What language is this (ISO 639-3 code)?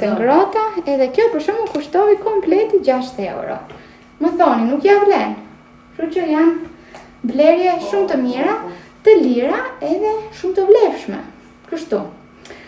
sqi